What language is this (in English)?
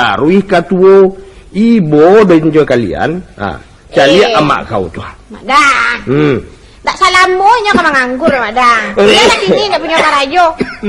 Minangkabau